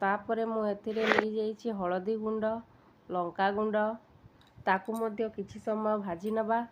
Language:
Odia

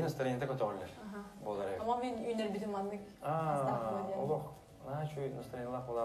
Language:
Yakut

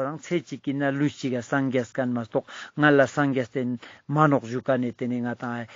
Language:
Ladakhi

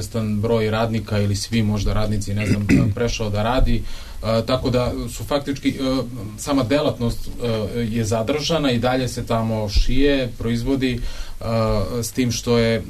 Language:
Serbian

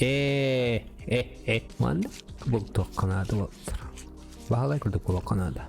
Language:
Yakut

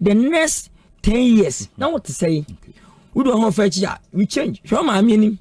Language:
Akan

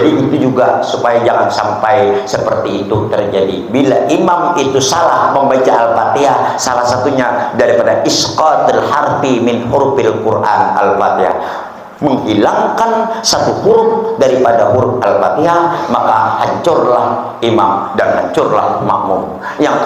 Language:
Banjar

